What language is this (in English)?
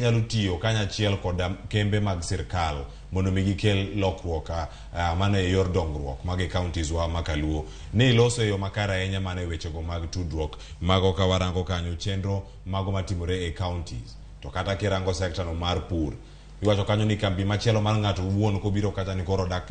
Luo (Kenya and Tanzania)